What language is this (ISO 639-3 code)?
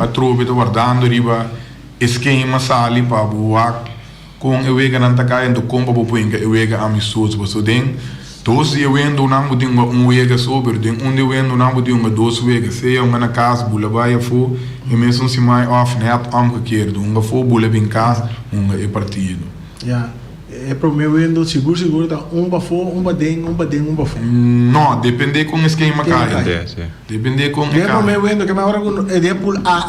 pap